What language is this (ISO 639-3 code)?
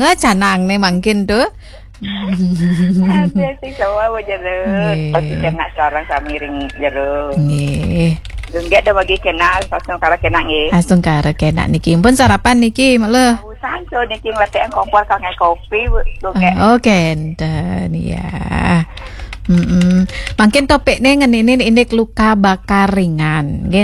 ban